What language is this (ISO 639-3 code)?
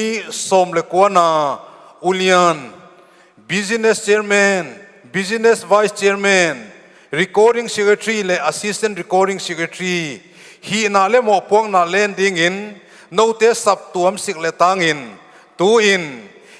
pck